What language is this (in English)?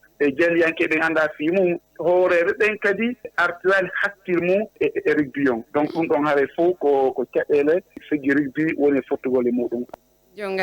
Fula